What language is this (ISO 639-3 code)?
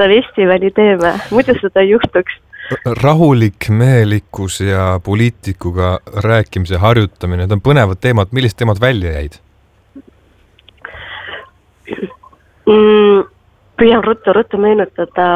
est